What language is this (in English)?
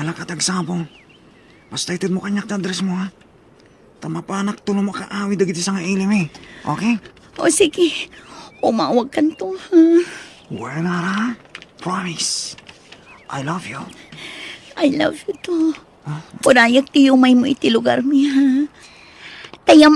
Iloko